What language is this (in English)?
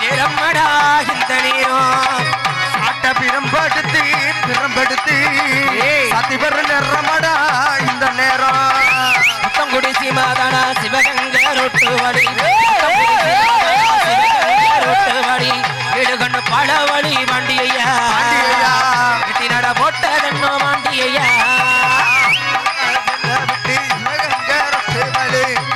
Tamil